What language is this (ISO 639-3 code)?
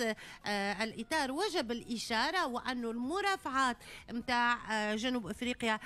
aeb